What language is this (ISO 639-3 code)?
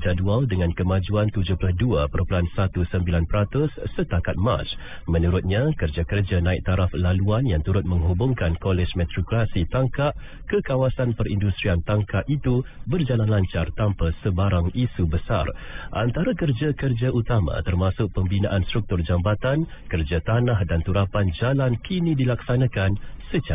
msa